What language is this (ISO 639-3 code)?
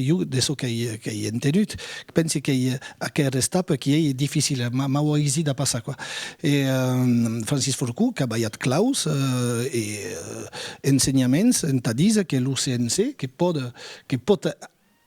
oci